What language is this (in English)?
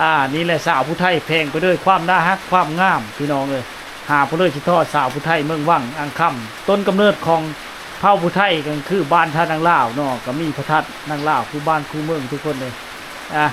Lao